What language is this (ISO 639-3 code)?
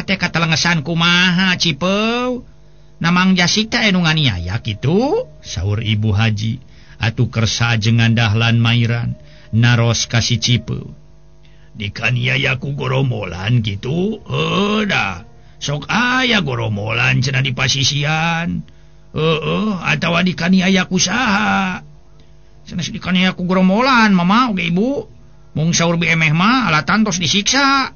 sun